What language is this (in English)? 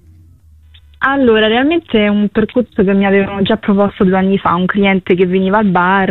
Italian